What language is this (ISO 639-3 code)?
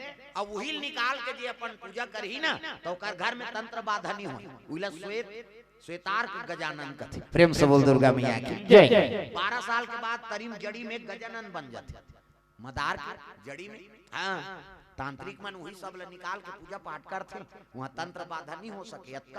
hne